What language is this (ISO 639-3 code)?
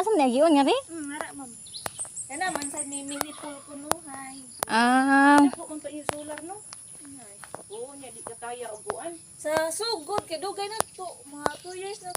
ceb